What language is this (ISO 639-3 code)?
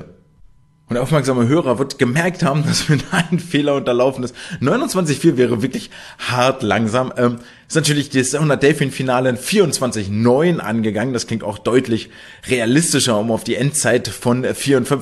deu